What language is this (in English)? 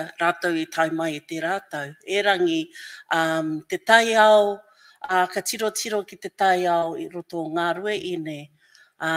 Māori